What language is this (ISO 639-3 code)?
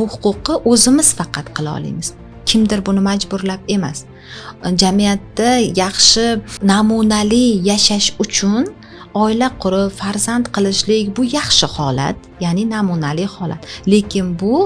uzb